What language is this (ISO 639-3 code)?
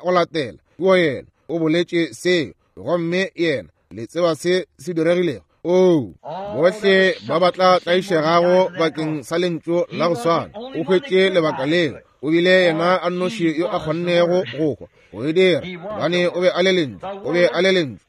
nso